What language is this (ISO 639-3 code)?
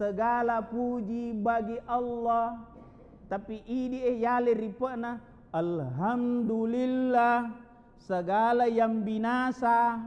bug